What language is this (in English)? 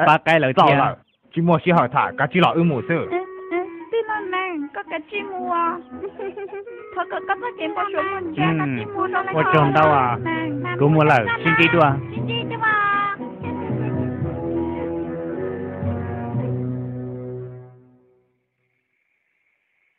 Vietnamese